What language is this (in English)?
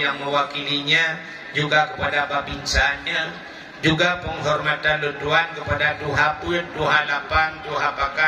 Achinese